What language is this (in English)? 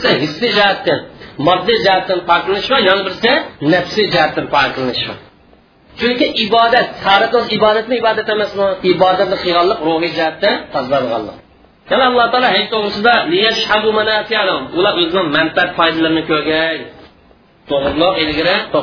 Uyghur